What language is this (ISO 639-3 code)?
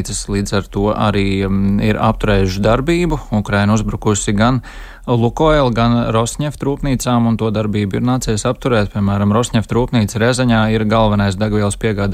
lav